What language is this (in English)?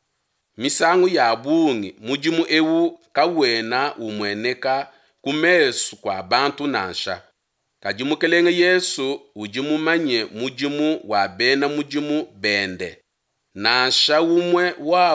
Luba-Lulua